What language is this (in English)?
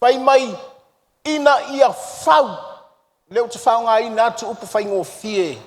Samoan